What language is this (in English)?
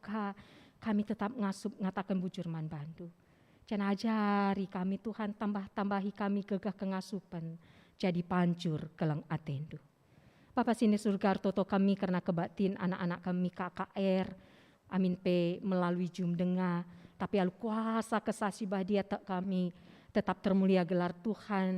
Batak Karo